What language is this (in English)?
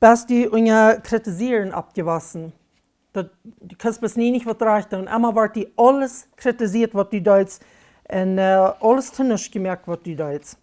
Plautdietsch